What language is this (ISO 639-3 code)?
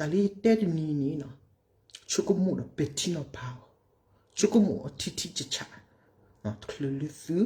ksw